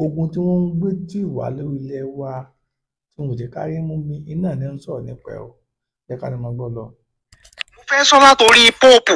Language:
Yoruba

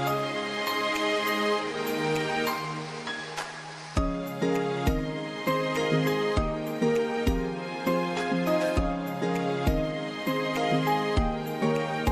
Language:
Chokri Naga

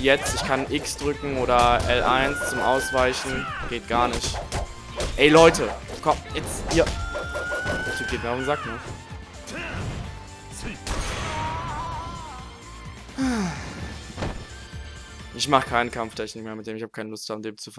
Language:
German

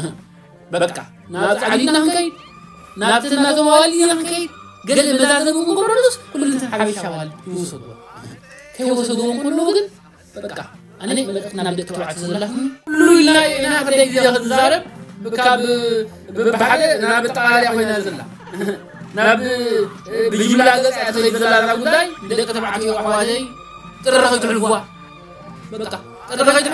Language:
Tigrinya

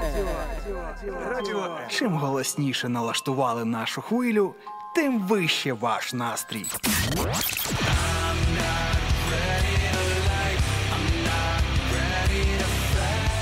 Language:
Ukrainian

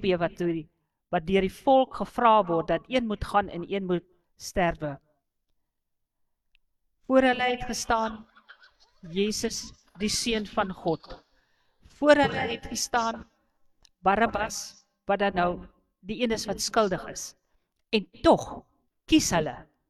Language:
Afrikaans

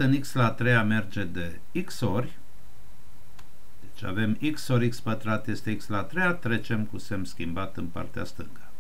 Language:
Romanian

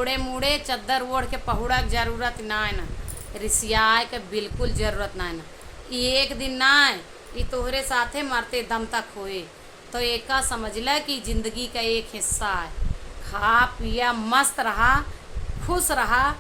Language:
Awadhi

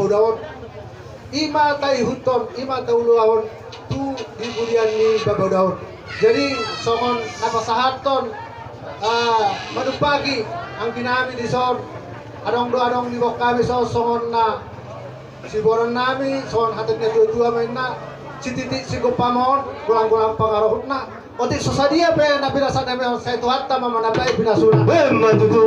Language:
Batak Toba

